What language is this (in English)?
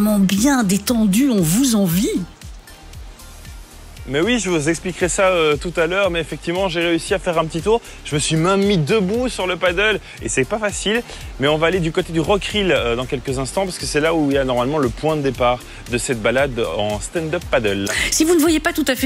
French